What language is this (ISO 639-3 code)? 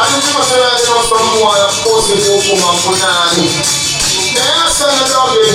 jam